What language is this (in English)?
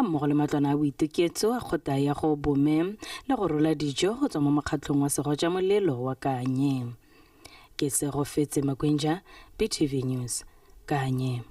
Tswana